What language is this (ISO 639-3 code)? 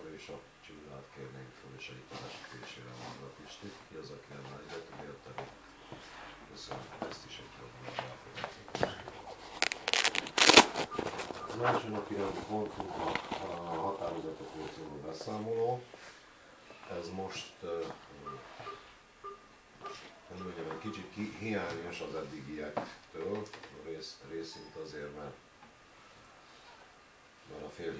hun